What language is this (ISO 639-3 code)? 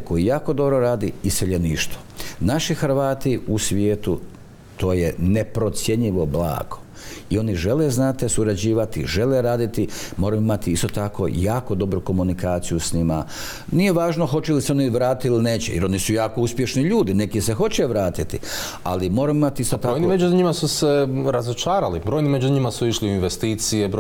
hrv